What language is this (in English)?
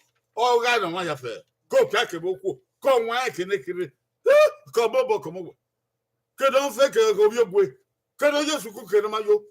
Bini